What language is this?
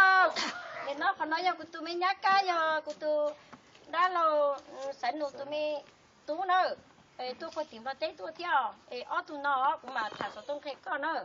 Hmong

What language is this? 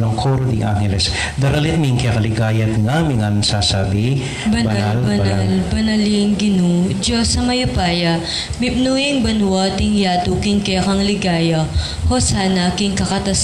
Pampanga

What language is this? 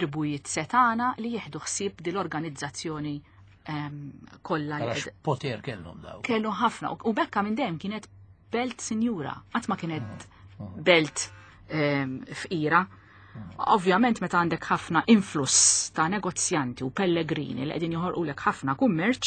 Maltese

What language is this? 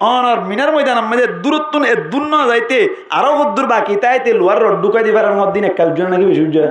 Rohingya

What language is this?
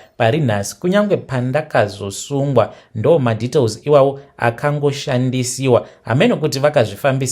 Shona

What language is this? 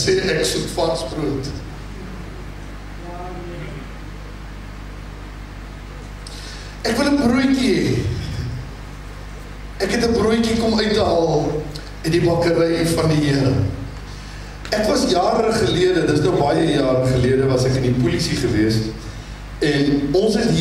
Afrikaans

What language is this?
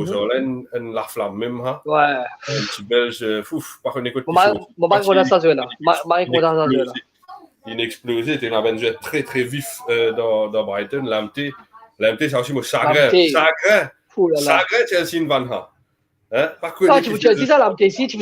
Morisyen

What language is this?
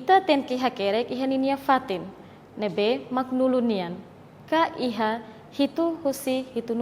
Tetum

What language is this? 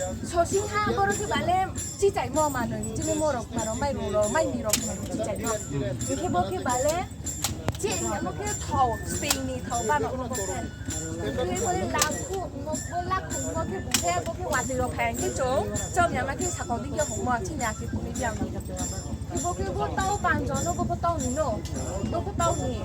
Riang (India)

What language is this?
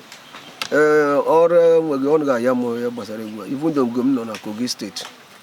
Igbo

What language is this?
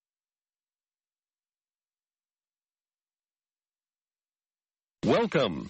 Burmese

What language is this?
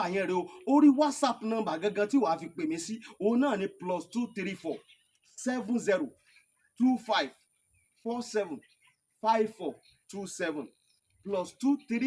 Yoruba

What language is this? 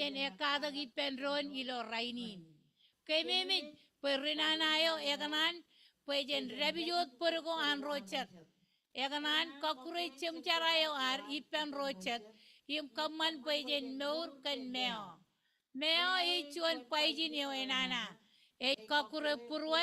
Marshallese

